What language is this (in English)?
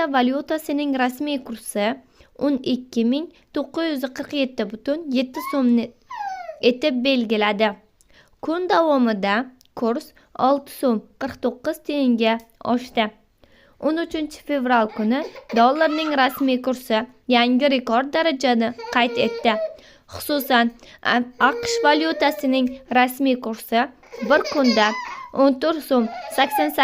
Uzbek